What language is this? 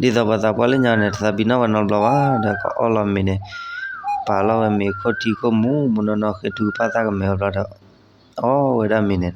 S'gaw Karen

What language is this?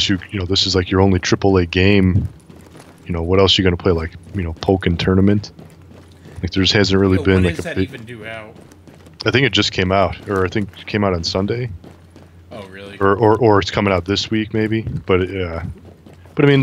English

